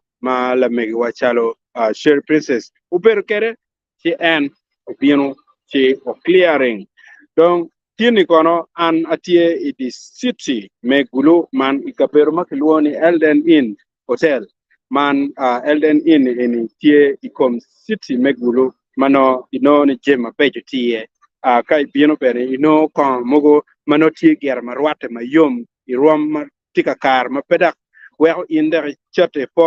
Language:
Acoli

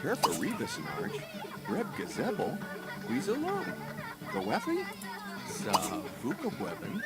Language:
Bavarian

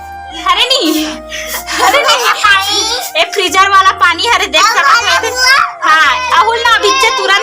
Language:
Chhattisgarhi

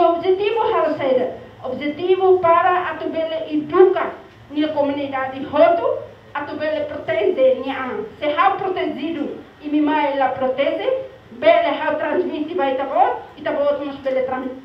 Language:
Tetum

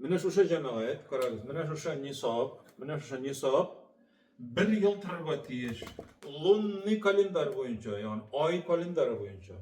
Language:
Tatar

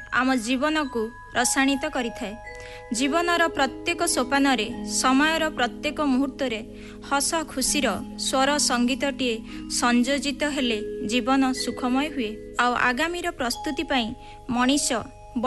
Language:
Odia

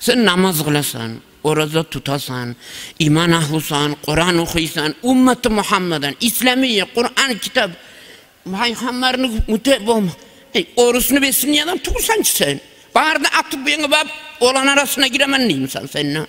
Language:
Kumyk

